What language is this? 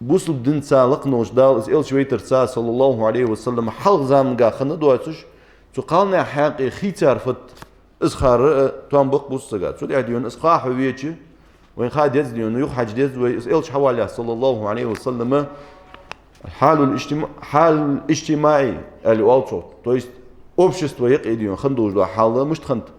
Ingush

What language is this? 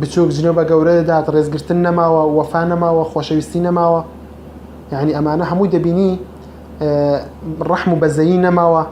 Central Kurdish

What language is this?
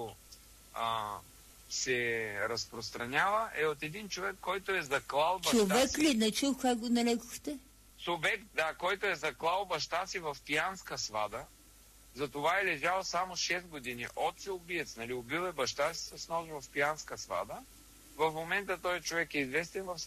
Bulgarian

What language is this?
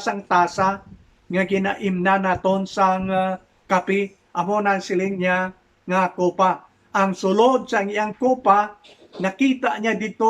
Hiligaynon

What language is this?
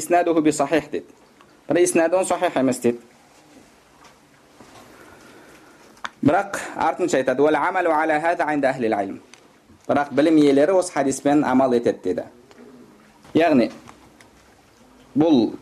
Kazakh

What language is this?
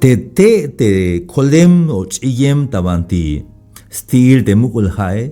Tzeltal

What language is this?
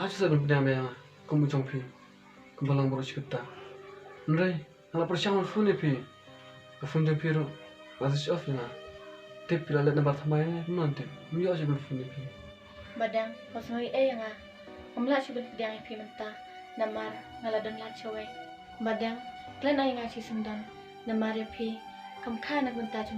Khasi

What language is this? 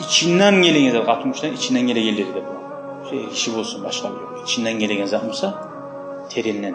Kumyk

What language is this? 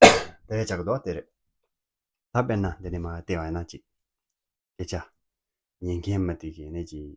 Tibetan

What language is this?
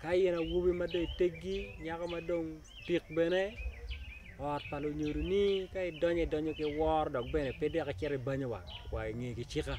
Acoli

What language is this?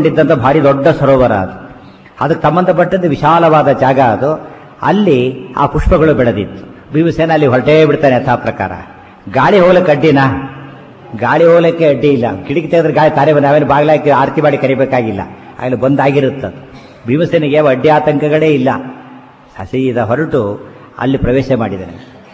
Kannada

